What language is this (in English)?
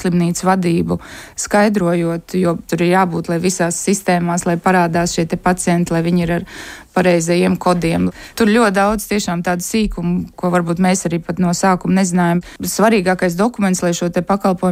Latvian